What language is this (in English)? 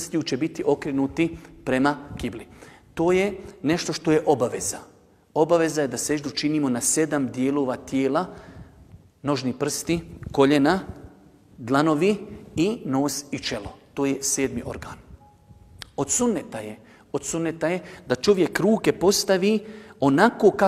Bosnian